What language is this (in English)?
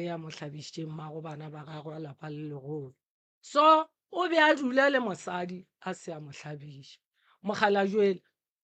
Northern Sotho